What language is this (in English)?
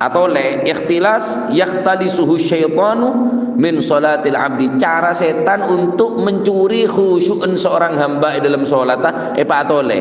Madurese